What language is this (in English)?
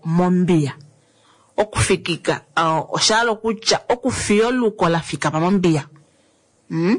Kuanyama